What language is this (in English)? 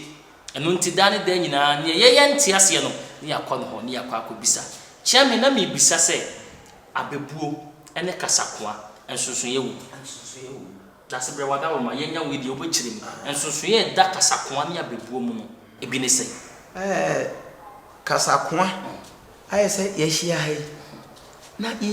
Akan